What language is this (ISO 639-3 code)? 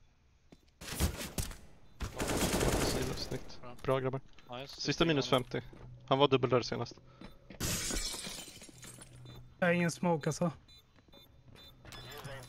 swe